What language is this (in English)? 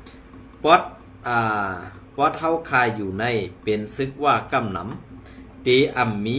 Shan